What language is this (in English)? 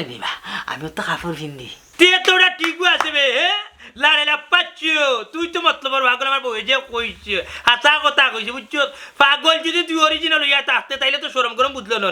Sylheti